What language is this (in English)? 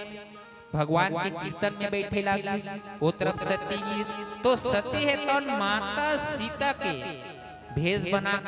Chhattisgarhi